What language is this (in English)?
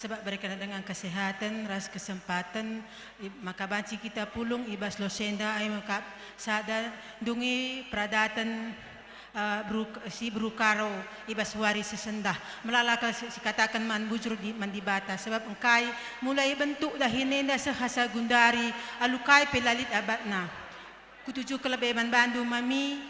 Batak Karo